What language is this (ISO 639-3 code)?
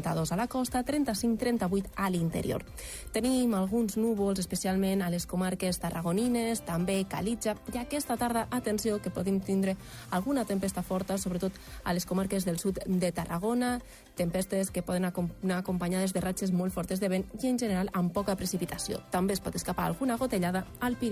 cat